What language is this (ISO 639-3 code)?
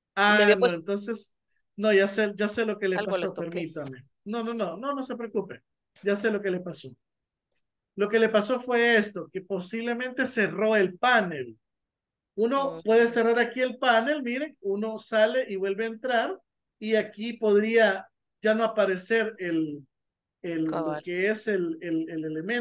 spa